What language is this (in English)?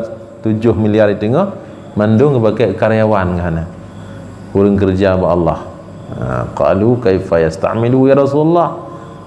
Achinese